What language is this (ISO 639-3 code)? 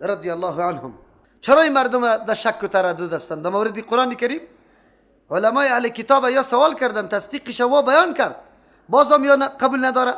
fas